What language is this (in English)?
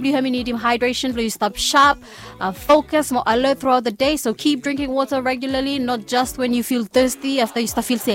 Bislama